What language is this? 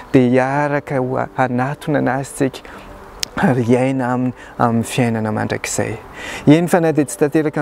Malagasy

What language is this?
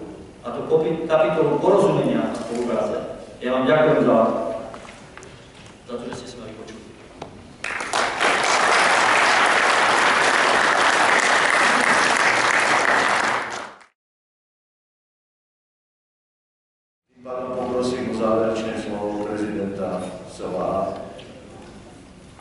Slovak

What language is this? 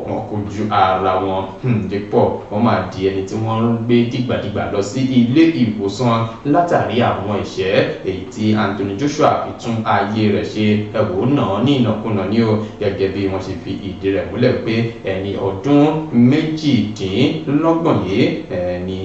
Yoruba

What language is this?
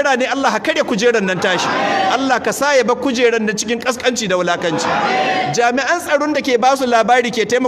Hausa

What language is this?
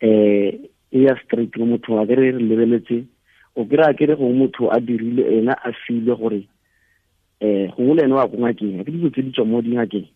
Tswana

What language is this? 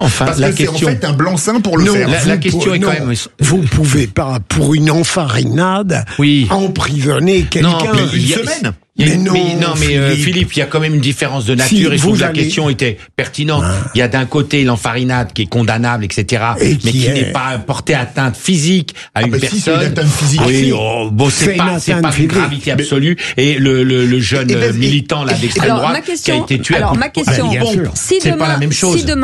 French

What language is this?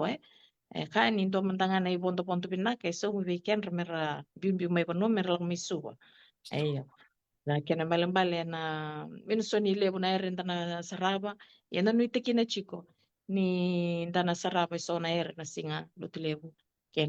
Fijian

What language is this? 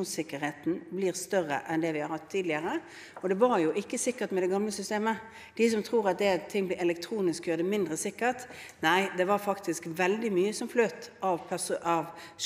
Norwegian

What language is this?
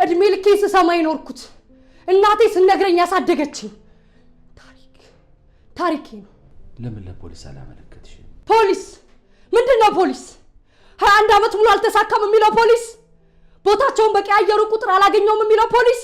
Amharic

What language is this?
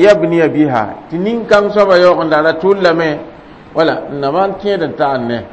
Mossi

